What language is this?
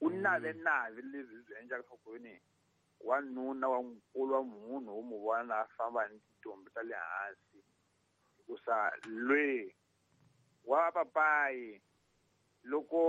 Tsonga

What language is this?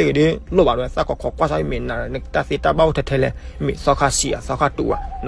S'gaw Karen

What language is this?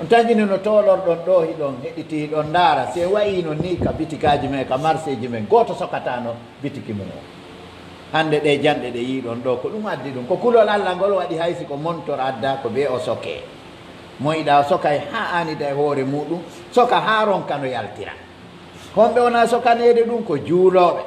Pular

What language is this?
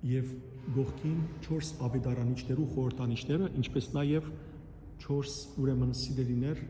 Western Armenian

